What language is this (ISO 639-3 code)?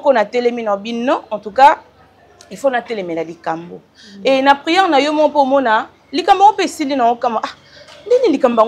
lin